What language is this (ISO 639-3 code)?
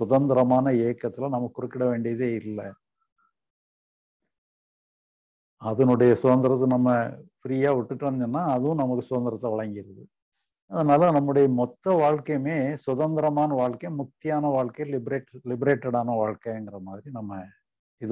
tam